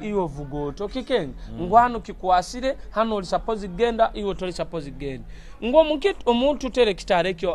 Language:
Nyoro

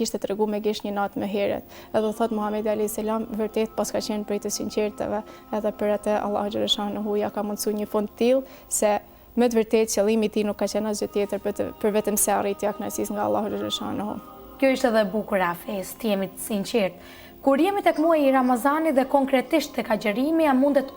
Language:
Albanian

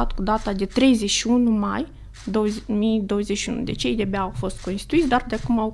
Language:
Romanian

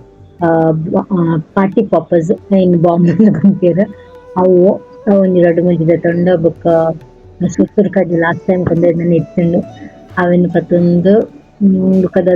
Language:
Tulu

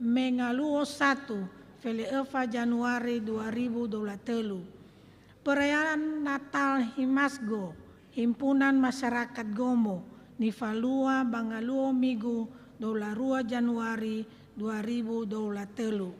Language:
Nias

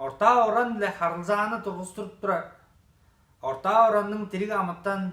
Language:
Tuvinian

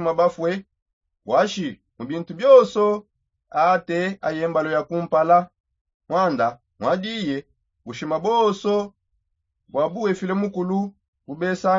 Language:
Songe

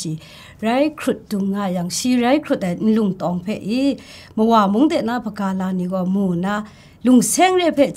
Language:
Kachin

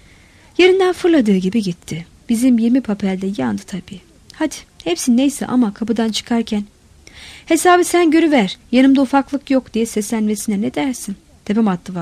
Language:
Turkish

